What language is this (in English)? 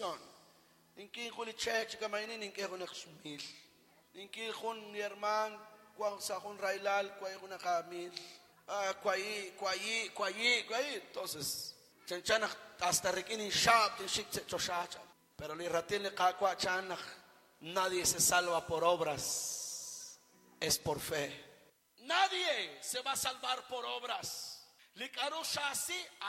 Kekchí